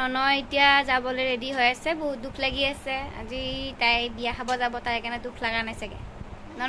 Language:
Assamese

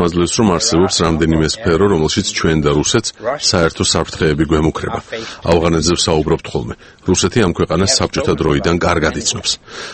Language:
Georgian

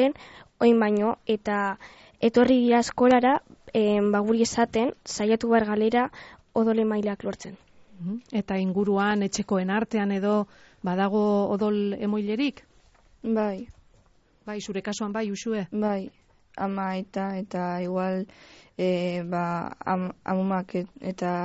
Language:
Basque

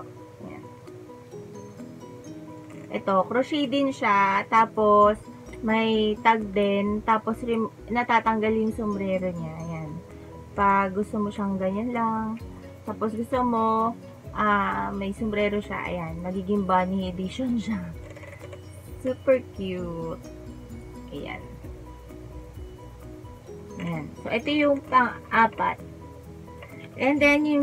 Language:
Filipino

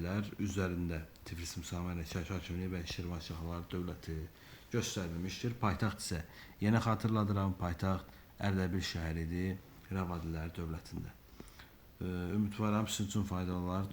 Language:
Azerbaijani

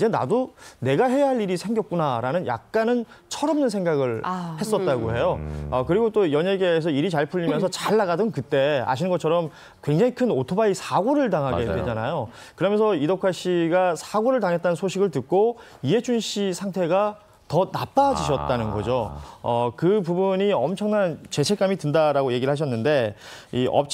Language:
Korean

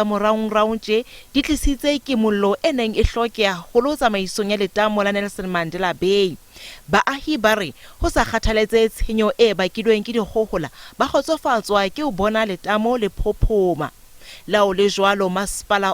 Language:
Southern Sotho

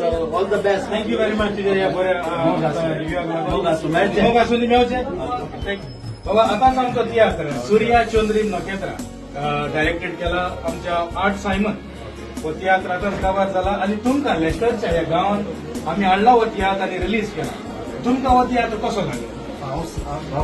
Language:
Konkani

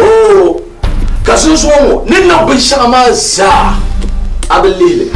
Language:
Dagbani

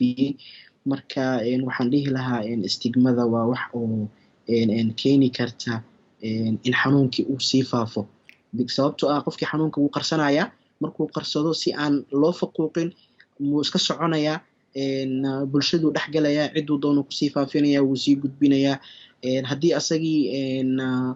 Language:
Somali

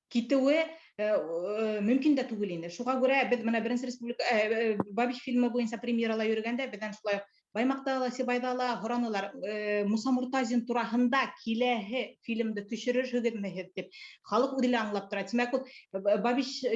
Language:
Bashkir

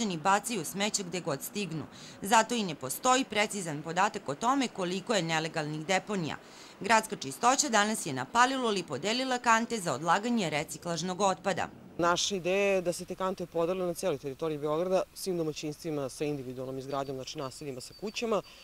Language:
Serbian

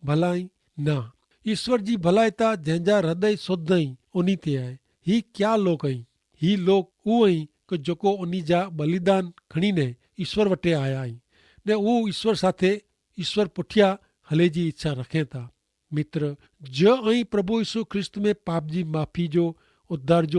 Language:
Kachhi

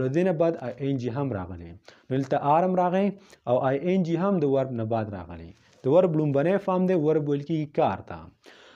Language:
Pashto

